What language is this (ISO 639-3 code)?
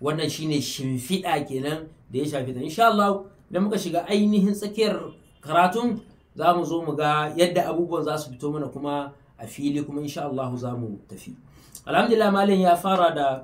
hau